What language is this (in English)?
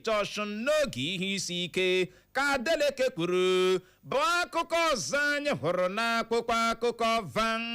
Igbo